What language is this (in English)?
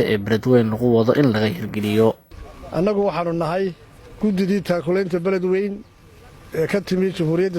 Somali